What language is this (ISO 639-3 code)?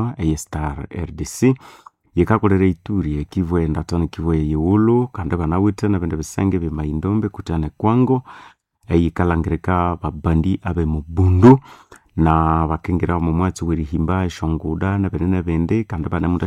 nnb